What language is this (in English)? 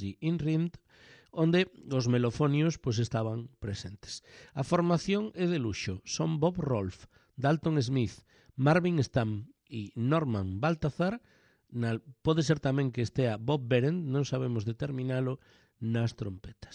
Galician